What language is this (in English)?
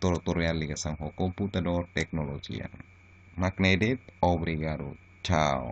Tetum